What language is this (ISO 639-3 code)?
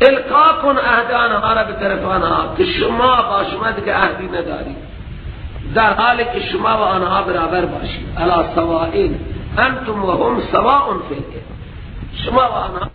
fas